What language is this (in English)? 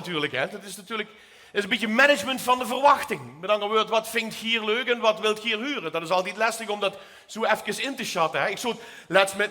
Limburgish